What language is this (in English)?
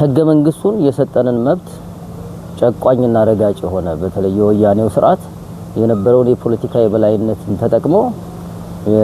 Amharic